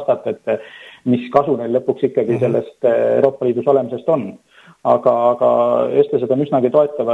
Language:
Estonian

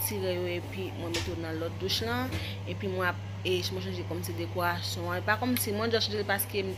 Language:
Haitian Creole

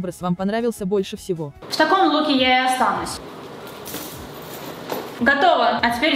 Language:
Russian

